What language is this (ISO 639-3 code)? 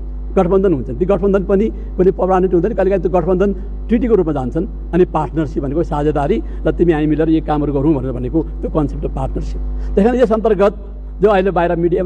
nep